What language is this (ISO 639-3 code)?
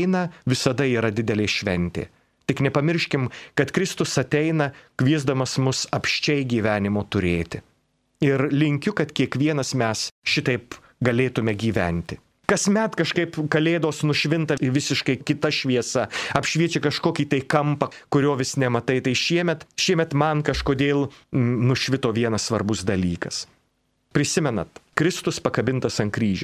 lit